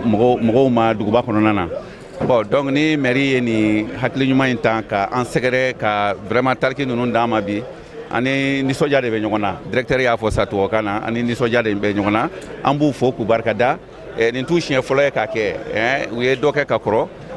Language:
Bambara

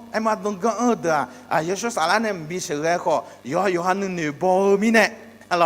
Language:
Akha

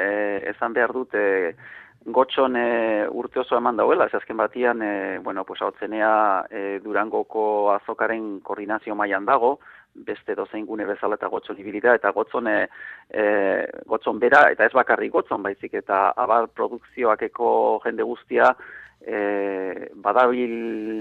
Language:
Basque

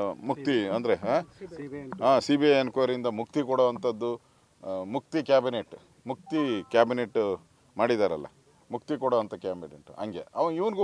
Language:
Kannada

